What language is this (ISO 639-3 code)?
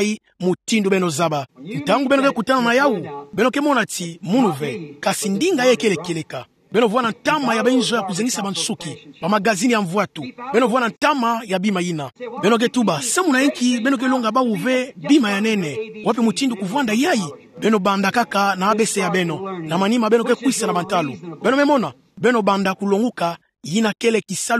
ktu